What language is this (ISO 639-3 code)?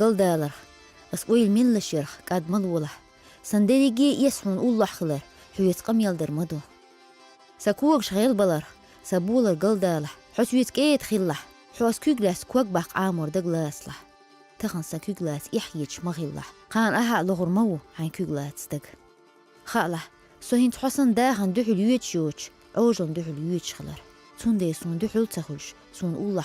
che